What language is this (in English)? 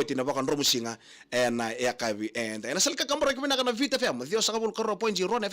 Fijian